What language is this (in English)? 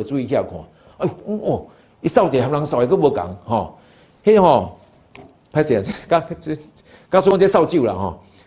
Min Nan Chinese